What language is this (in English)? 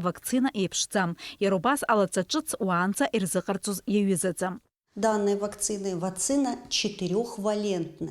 Abkhazian